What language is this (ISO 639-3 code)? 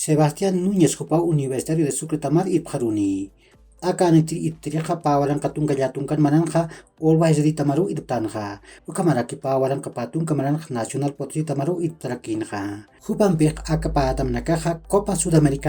aym